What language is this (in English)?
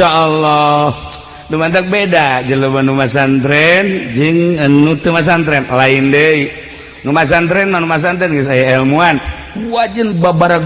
Sundanese